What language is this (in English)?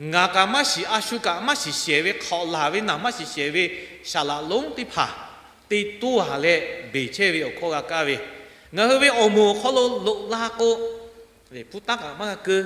Lahu